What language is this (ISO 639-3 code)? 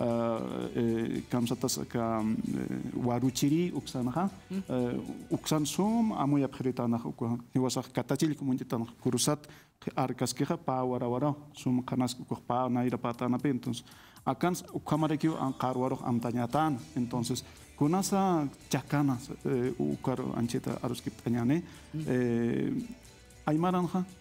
aym